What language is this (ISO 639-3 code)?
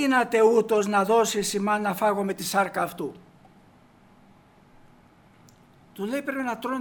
ell